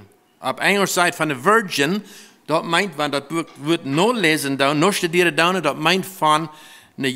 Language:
Plautdietsch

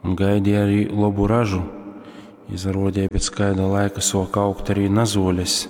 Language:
Latgalian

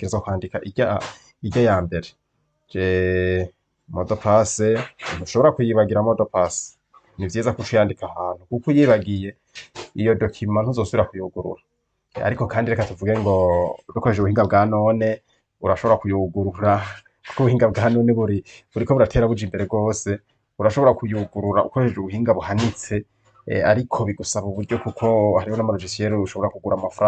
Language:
Rundi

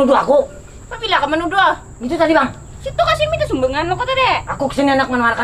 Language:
Banjar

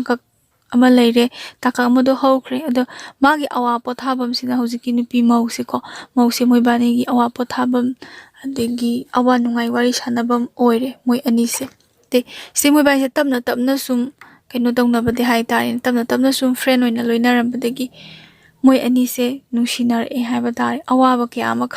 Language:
Manipuri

